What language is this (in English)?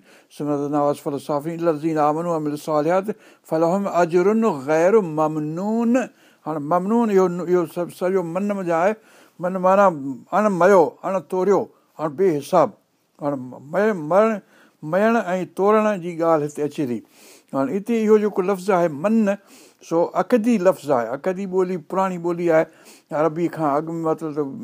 Sindhi